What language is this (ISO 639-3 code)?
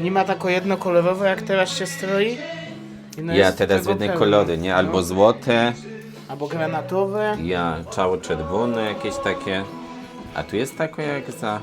szl